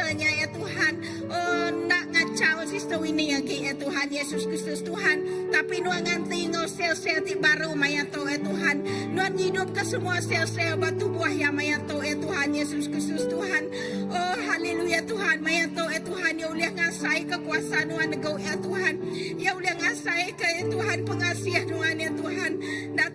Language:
Iban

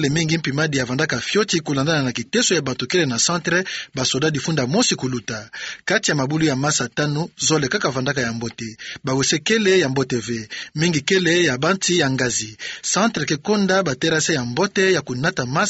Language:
Kituba (Democratic Republic of Congo)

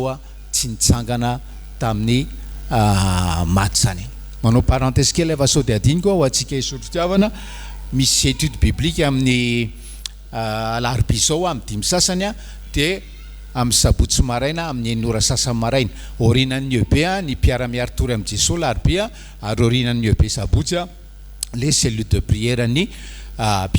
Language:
Malagasy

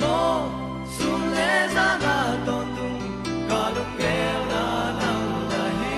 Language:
Paite Chin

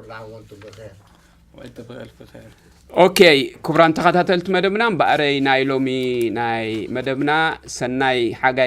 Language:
Tigrinya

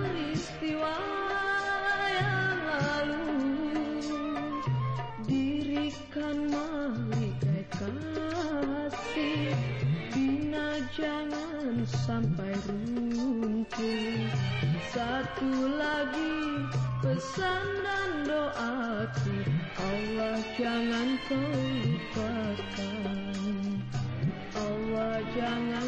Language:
Malay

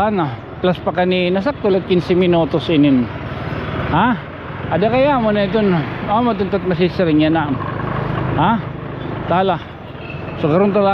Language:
Waray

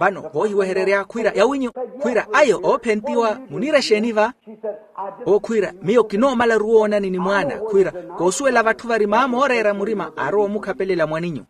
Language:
Makhuwa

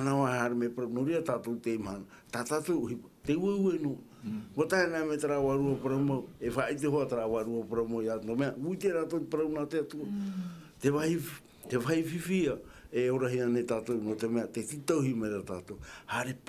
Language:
Tahitian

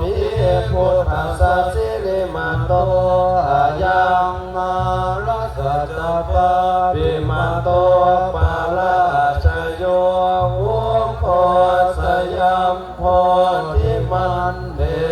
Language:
Pali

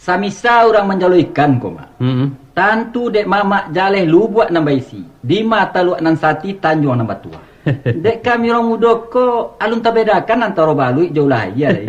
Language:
Minangkabau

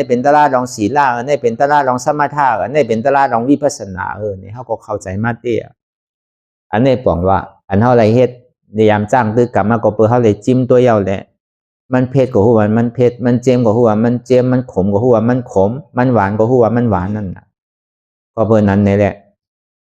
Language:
Shan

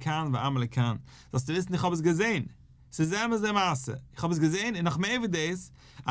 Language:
Yiddish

